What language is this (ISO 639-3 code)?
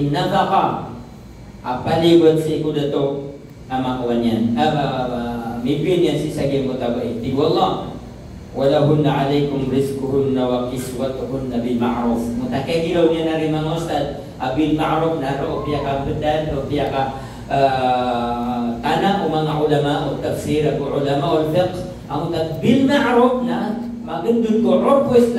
mrw